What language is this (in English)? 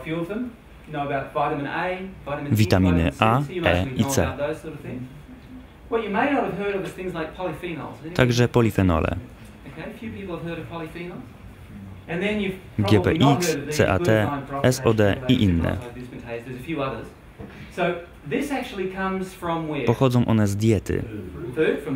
Polish